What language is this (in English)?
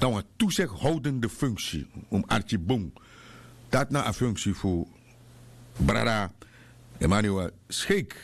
Sranan Tongo